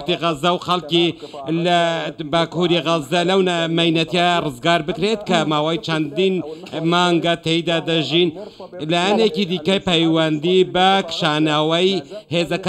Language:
Central Kurdish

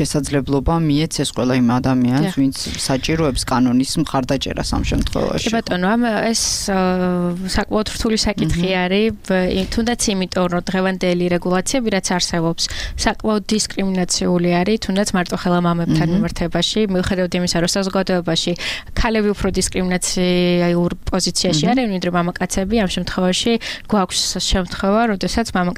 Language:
Georgian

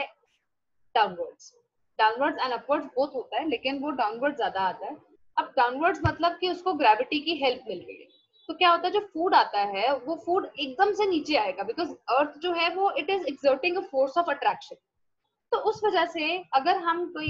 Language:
Hindi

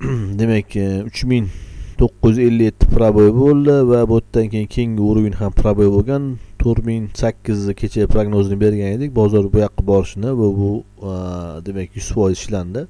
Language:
Uzbek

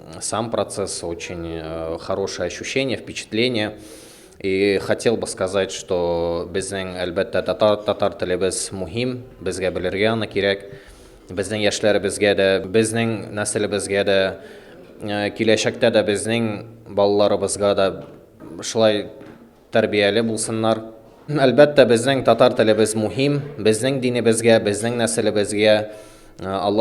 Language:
Tatar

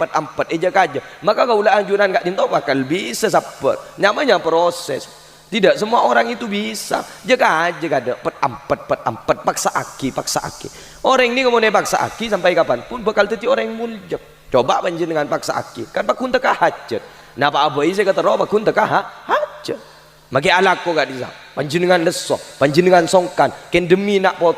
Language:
Madurese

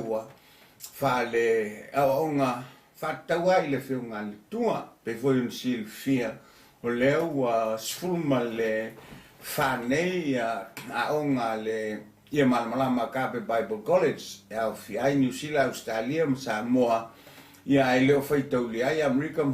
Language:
Samoan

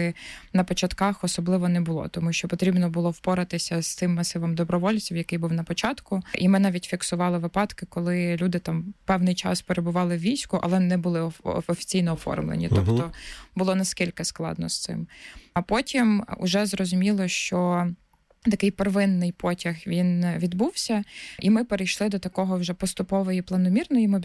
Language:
Ukrainian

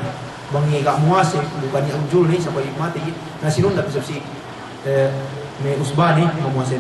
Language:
Yakan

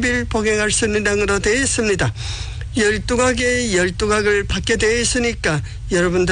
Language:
Korean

